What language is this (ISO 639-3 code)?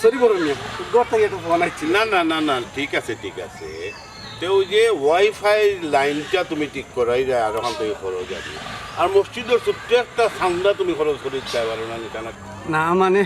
syl